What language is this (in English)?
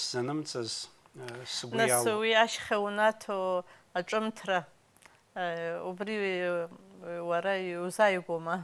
Abkhazian